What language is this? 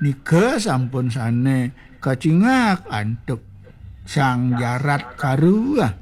Balinese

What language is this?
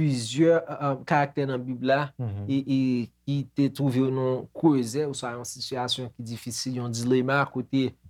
Haitian Creole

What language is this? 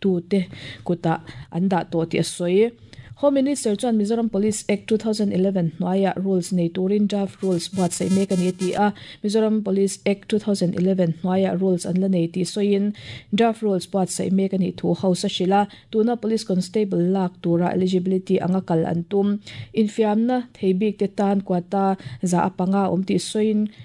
Mizo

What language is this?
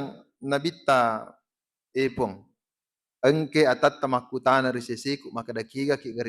Buginese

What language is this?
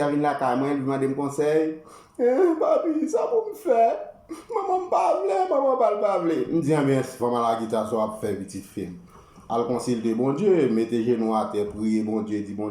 Haitian Creole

